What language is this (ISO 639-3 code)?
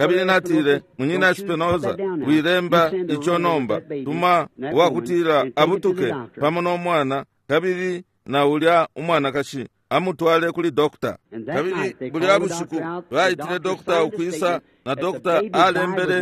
bem